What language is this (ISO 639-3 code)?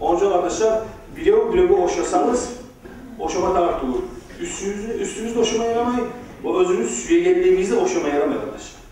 kum